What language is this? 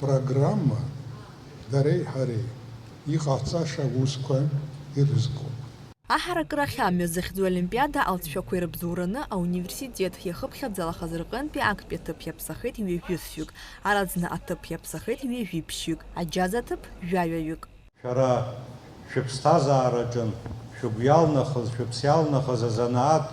Abkhazian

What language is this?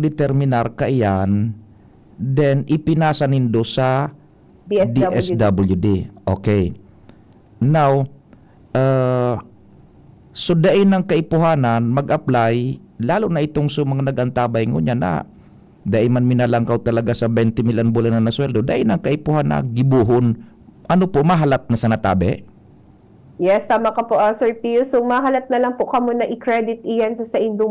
Bikol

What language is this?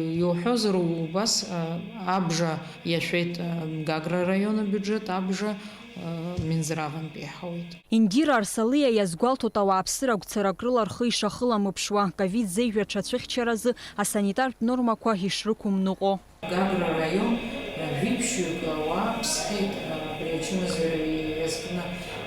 Abkhazian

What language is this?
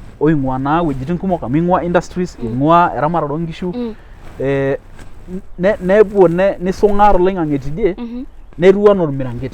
Masai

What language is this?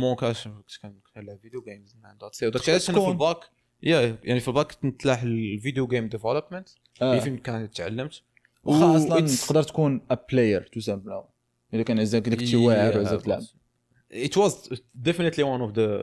Moroccan Arabic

